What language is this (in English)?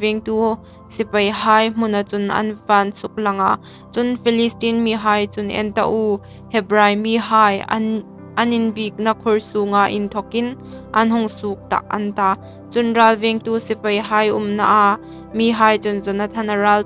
Hmar